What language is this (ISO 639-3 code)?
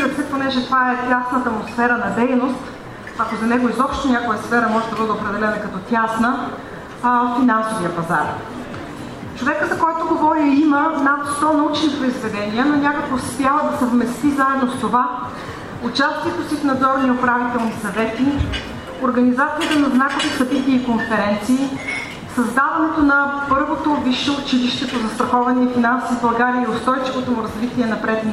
bul